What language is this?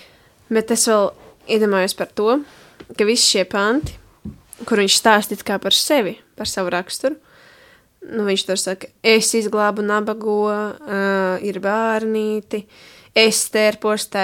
Latvian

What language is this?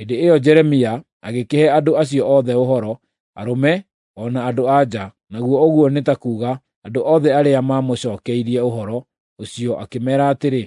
Kikuyu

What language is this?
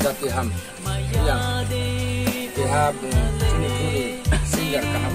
Riang (India)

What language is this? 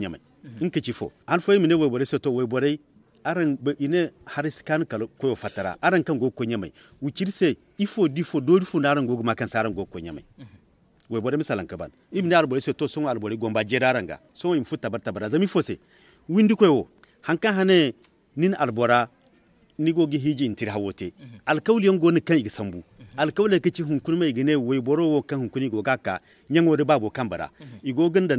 Zarma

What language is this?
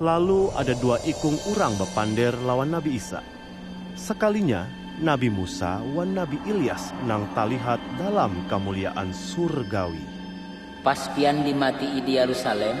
Banjar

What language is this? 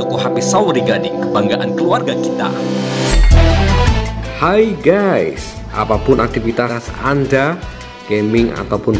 Indonesian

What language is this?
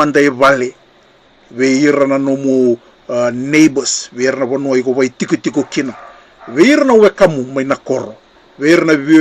Fijian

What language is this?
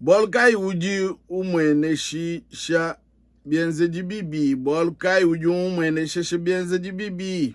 Luba-Lulua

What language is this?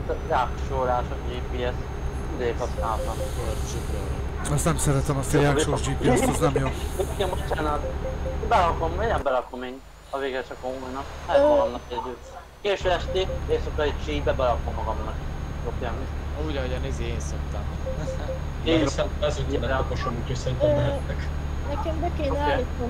Hungarian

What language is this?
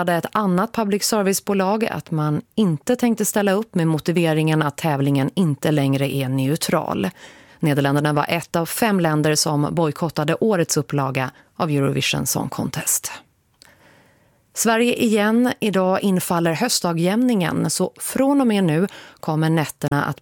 Swedish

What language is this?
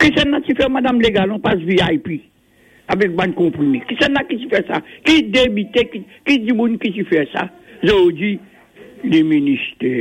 Morisyen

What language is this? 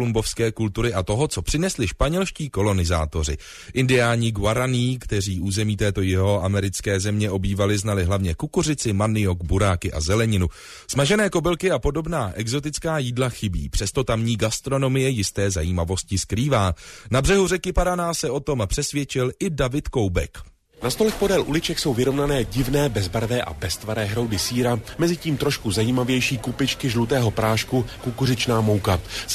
Czech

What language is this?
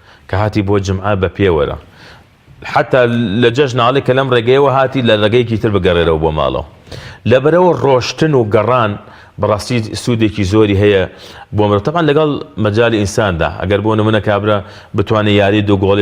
Central Kurdish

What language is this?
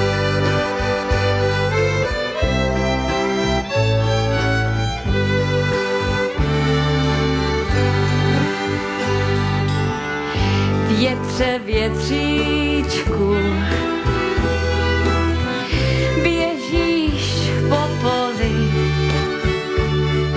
Czech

